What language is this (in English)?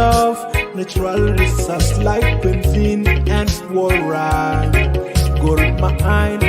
Nuer